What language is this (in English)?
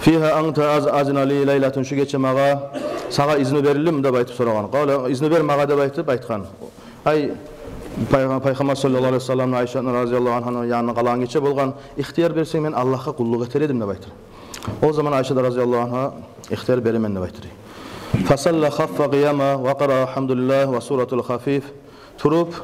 Kumyk